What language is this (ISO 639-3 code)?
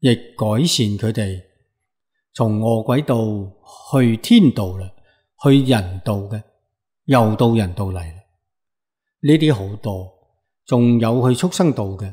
yue